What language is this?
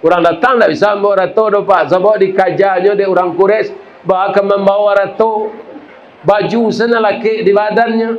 Minangkabau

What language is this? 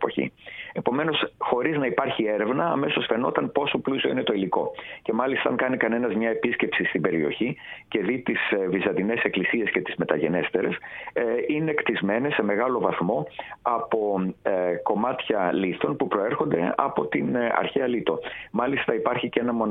Greek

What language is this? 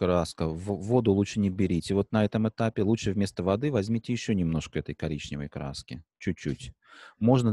Russian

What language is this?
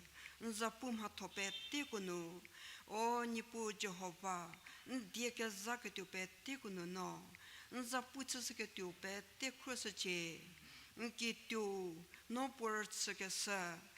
Angami Naga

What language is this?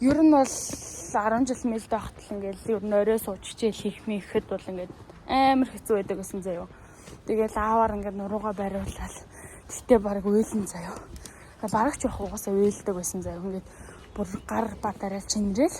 Mongolian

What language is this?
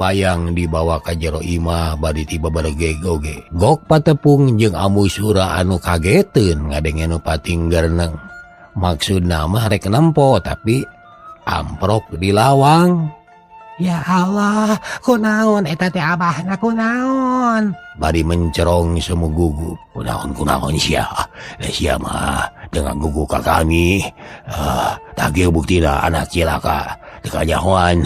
Sundanese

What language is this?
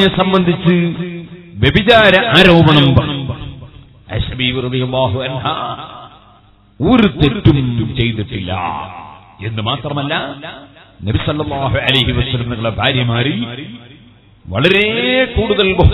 Malayalam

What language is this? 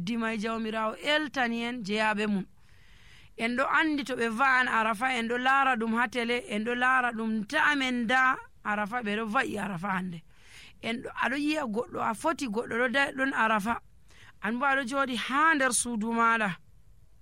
Nigerian Fulfulde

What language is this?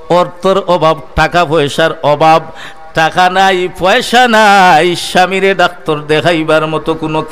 Sylheti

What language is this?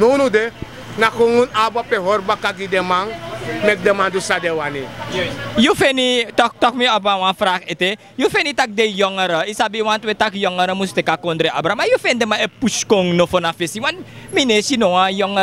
Sranan Tongo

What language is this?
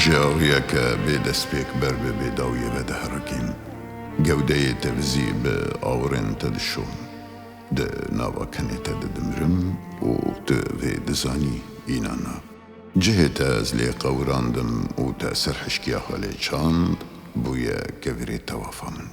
Kurdish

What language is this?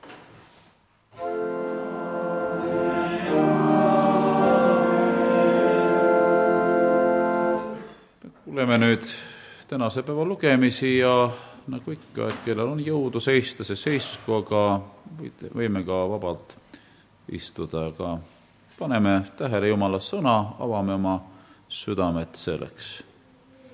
Estonian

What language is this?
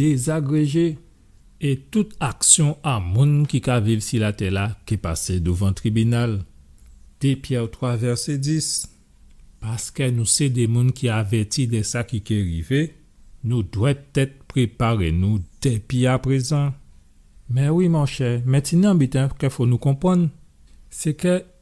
Guadeloupean Creole French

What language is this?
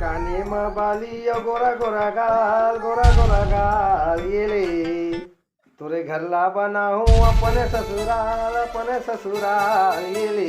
Chhattisgarhi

